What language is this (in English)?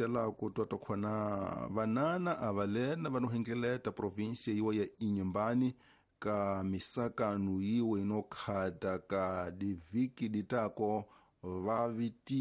Tsonga